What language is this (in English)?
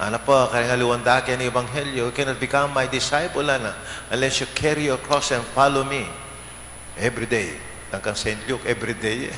Pampanga